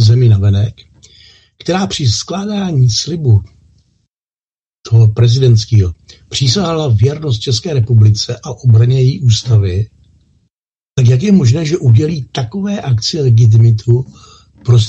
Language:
Czech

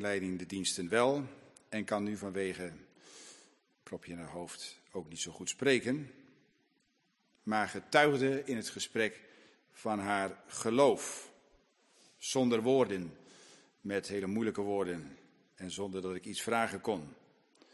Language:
Dutch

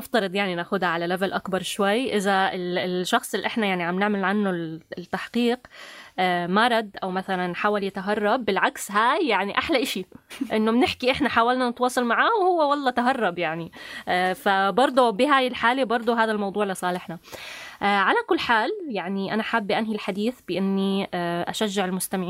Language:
North Levantine Arabic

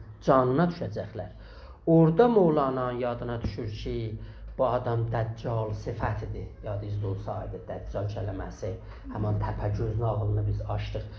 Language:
South Azerbaijani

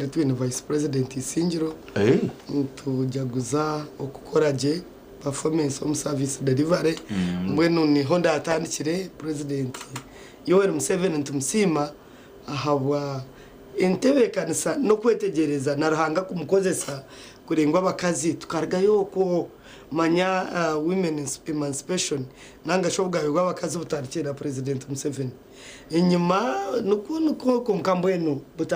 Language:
Nyankole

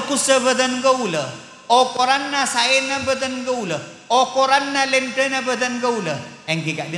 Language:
Madurese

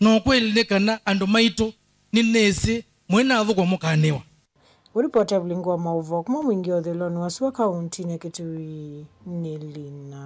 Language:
Kamba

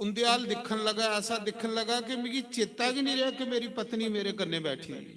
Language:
Dogri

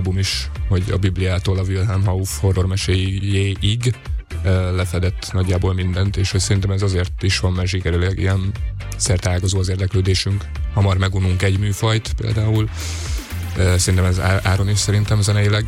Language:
Hungarian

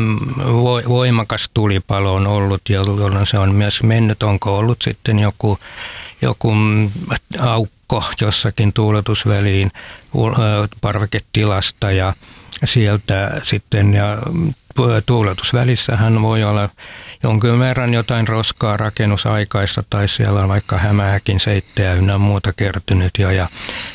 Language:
Finnish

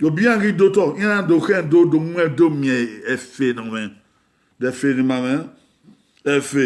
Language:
Bini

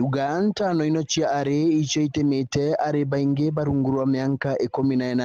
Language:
Meru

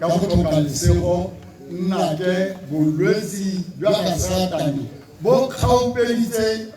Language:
Tswana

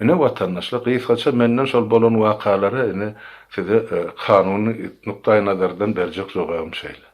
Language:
Turkmen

